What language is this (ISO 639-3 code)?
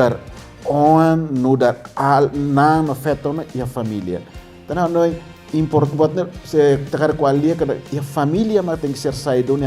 tet